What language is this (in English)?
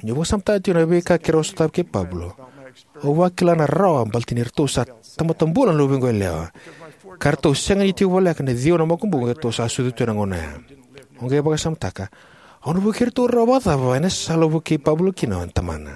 Fijian